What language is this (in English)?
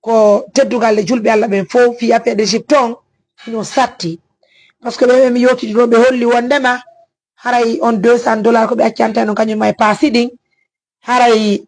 Fula